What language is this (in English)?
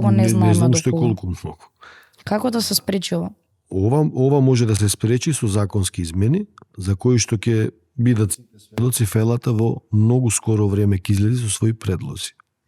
Macedonian